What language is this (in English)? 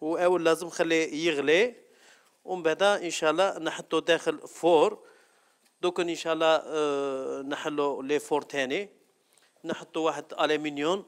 Algerian Arabic